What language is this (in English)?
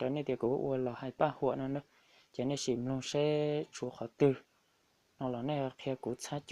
Hmong